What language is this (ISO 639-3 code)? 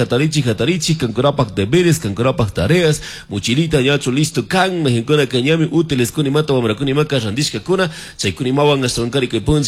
qug